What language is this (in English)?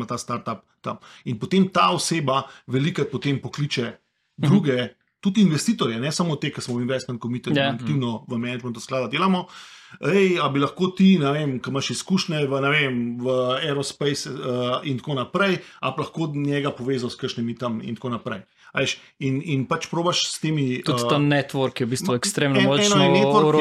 Slovenian